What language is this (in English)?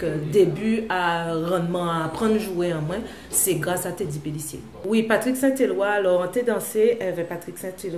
Guadeloupean Creole French